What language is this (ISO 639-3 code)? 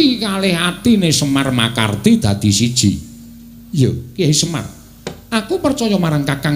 jav